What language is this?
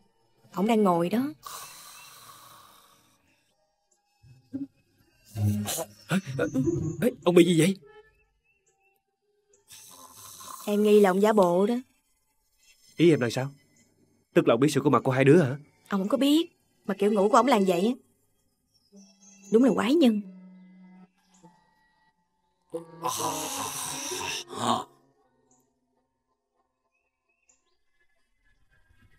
Vietnamese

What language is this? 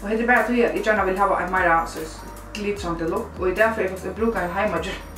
Faroese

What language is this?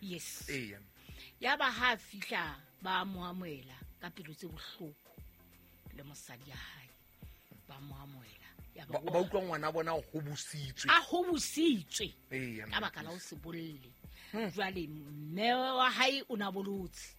Southern Sotho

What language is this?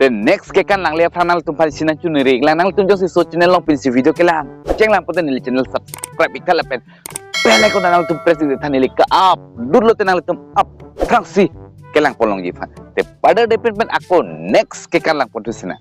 Karbi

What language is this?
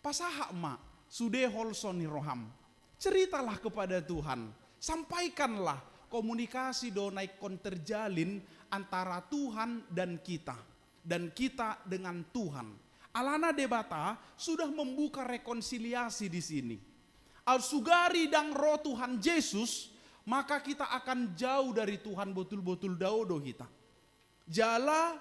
Batak Toba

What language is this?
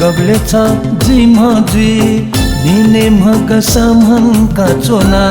Newari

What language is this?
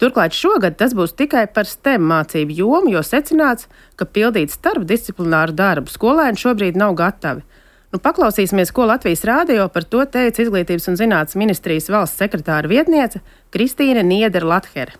Latvian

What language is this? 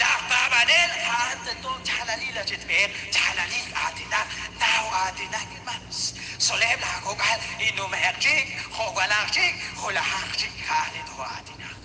Kekchí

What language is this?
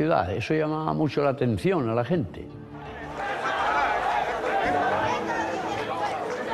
Spanish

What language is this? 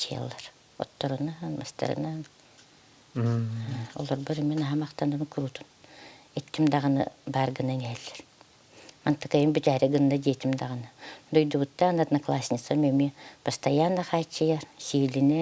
Yakut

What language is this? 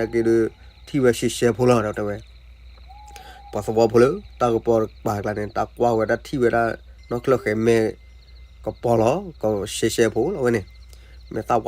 S'gaw Karen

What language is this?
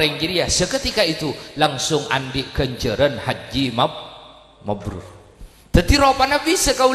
Madurese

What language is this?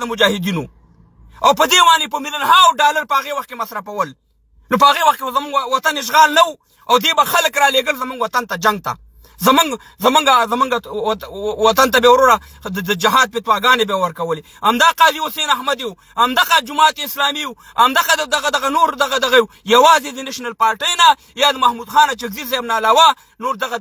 Pashto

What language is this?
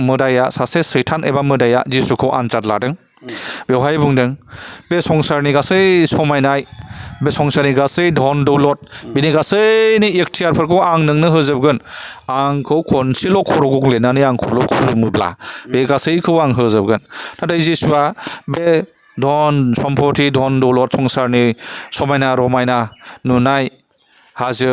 Bodo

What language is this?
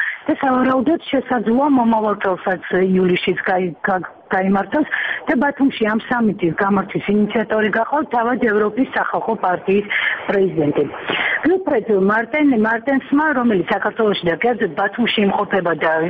Georgian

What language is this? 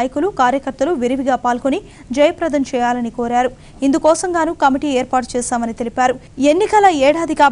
Telugu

